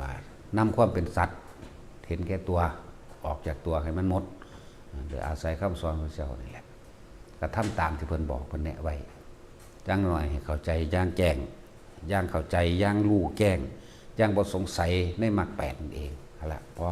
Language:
Northeastern Thai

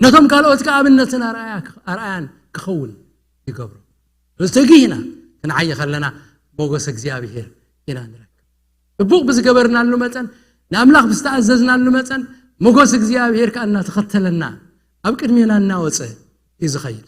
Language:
Tigrinya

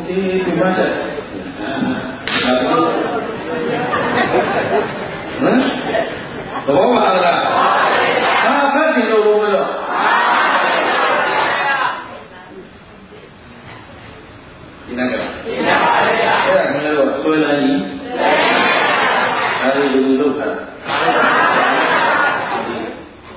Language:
Burmese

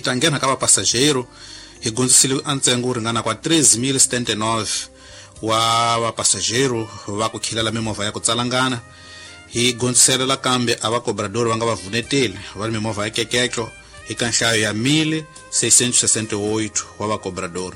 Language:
Tsonga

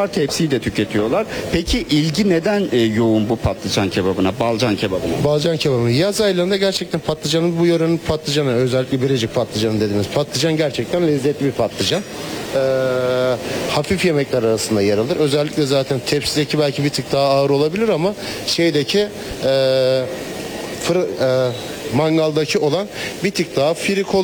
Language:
Turkish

